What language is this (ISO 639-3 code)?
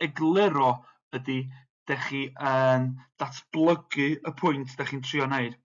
cym